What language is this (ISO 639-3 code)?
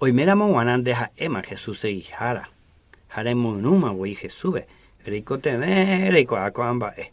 grn